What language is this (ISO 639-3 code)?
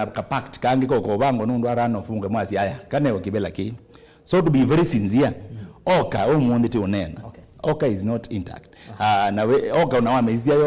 kam